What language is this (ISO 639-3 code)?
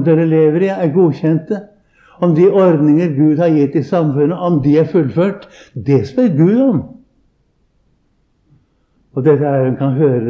nor